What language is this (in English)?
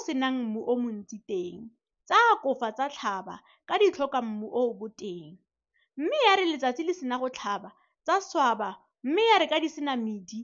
Tswana